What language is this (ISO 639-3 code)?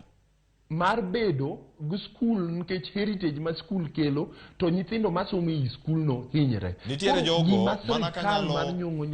luo